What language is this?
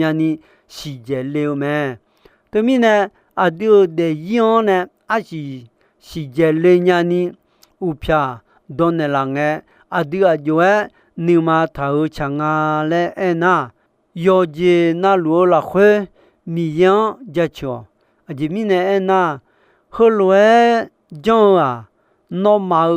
Akha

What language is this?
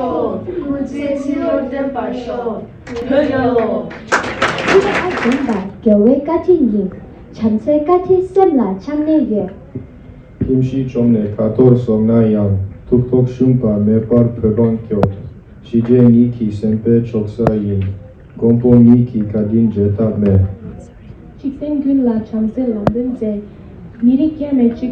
Tibetan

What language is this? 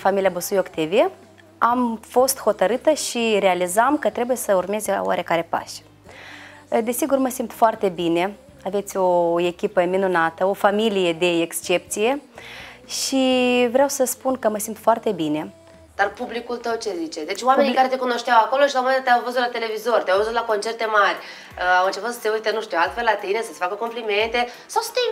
Romanian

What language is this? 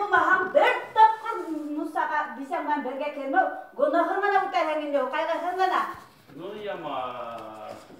Bashkir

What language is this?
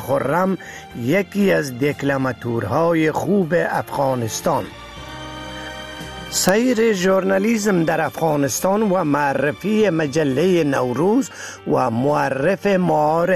Persian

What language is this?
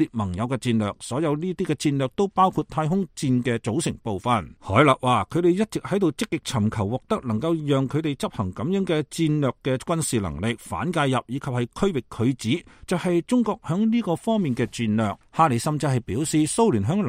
Cantonese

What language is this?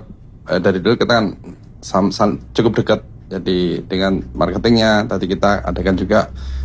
Indonesian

